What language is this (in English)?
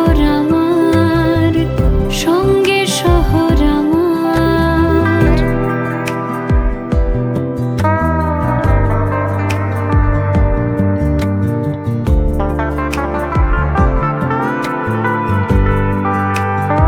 Bangla